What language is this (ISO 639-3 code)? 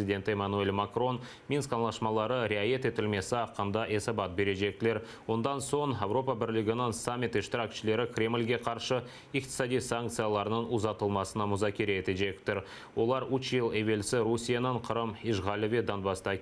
crh